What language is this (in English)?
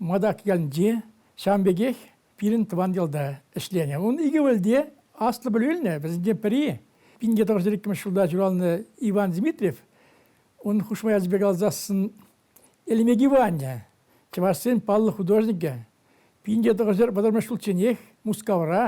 Chuvash